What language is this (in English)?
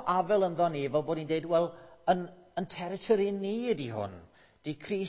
Welsh